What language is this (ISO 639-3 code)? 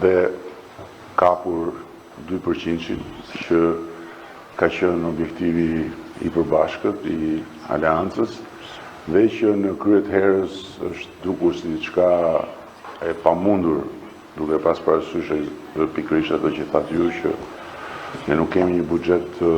sqi